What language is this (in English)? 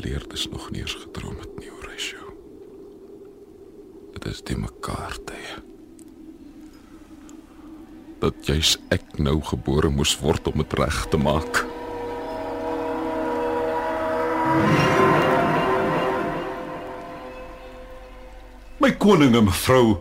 Afrikaans